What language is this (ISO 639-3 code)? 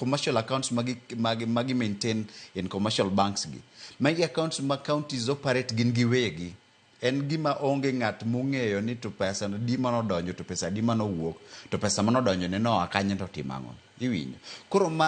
luo